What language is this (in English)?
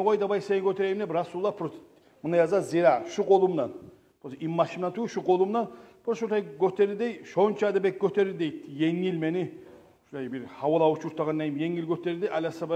Kumyk